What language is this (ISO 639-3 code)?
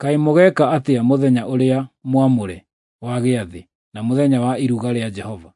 kik